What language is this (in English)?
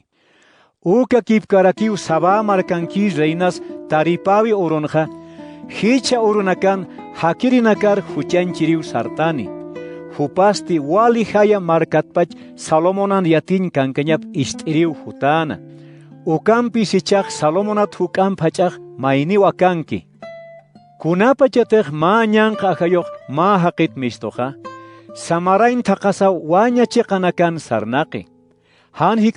Aymara